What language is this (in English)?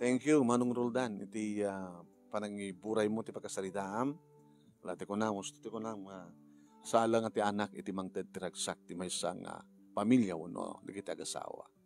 Iloko